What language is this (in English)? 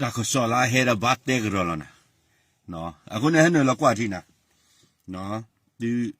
S'gaw Karen